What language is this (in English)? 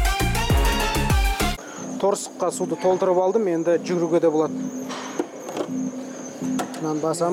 Kazakh